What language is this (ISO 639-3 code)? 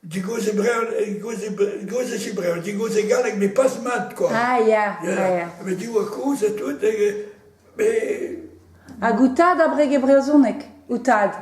bre